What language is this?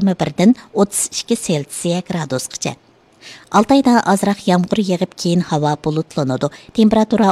Uyghur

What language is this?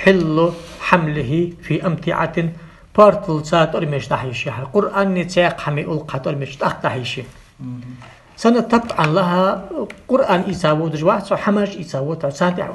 Ingush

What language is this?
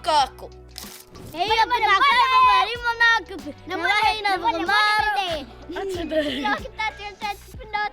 Māori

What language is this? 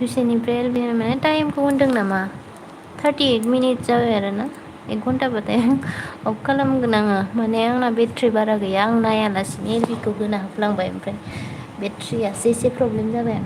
Bodo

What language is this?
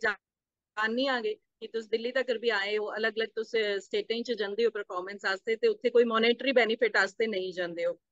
Dogri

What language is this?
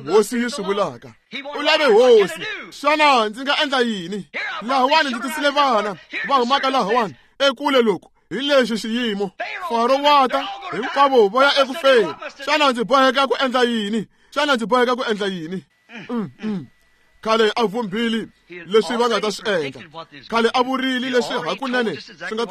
Tsonga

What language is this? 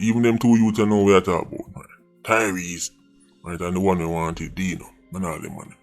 Jamaican Creole English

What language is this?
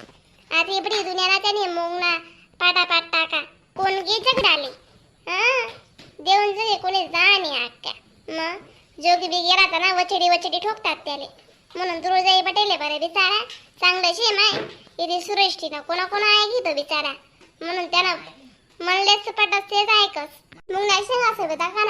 Khandesi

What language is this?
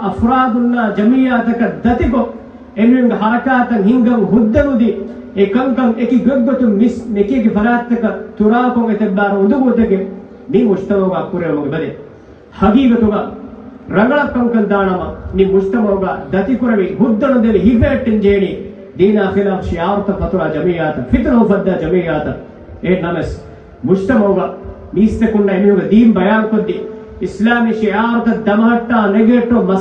Divehi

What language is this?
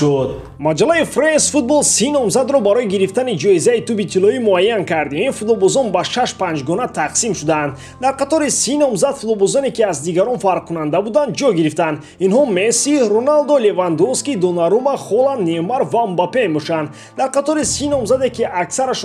Tajik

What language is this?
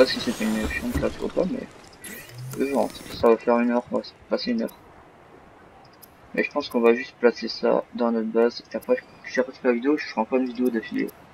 French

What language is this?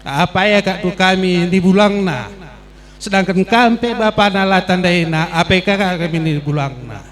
Batak Karo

